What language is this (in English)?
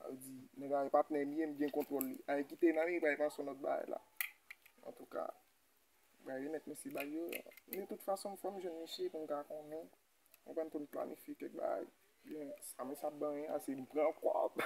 Haitian Creole